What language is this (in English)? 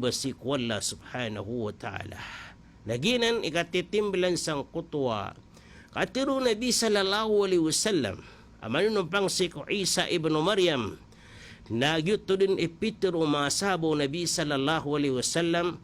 Maranao